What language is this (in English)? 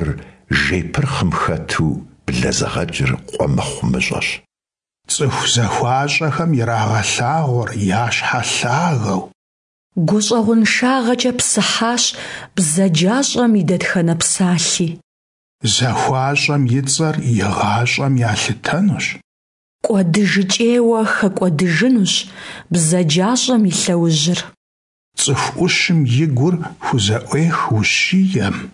Kabardian